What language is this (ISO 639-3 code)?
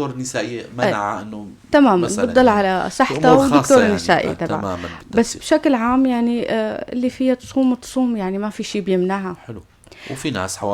apc